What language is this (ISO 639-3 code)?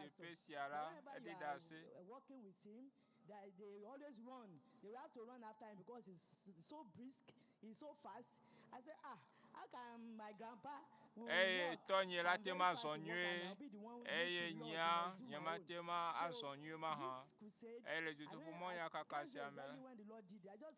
ewe